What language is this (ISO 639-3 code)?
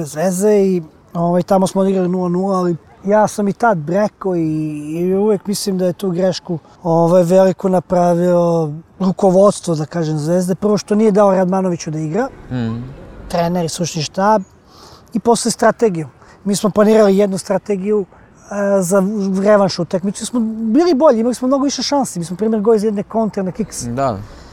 srp